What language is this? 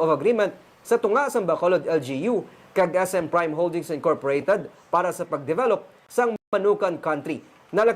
Hiligaynon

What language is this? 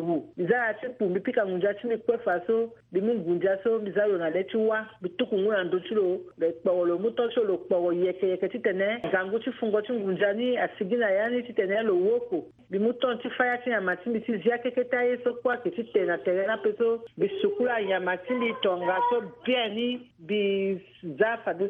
Sango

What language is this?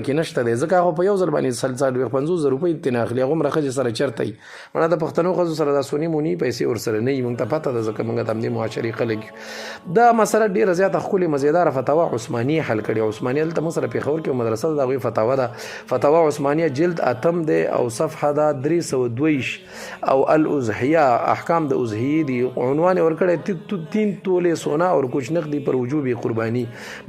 Pashto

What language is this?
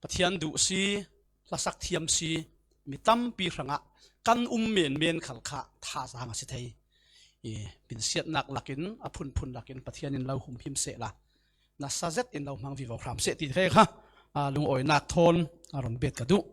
Falam Chin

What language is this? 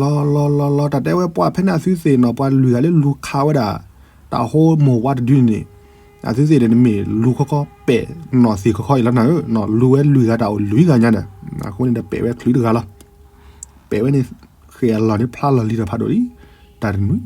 S'gaw Karen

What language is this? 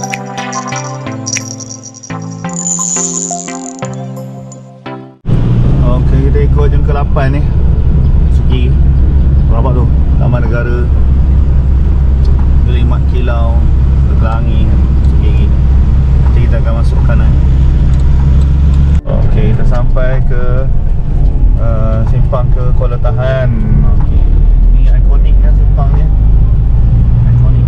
Malay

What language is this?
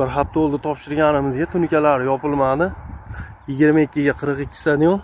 Uzbek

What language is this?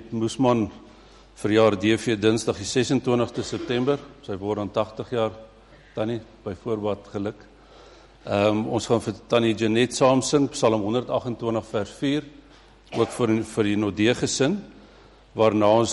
Afrikaans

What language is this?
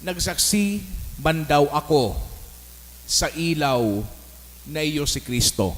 Bikol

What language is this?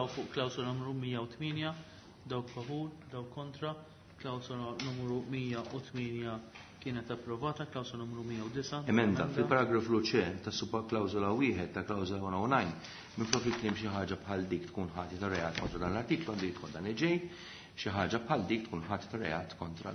Maltese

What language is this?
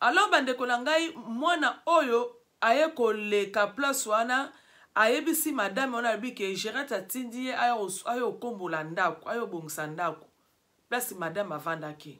Lingala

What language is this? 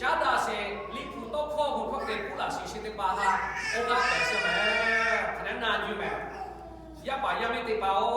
Lahu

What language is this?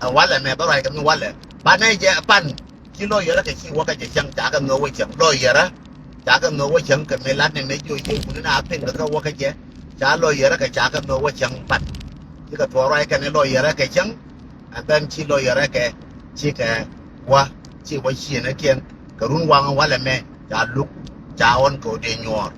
Nuer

